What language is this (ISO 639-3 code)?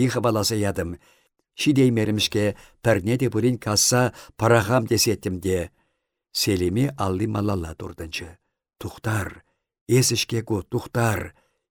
chv